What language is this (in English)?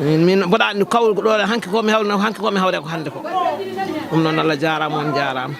Fula